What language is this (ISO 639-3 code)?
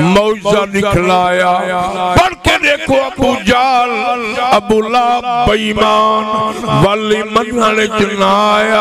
skr